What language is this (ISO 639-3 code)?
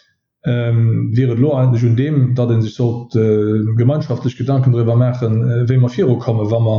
ltz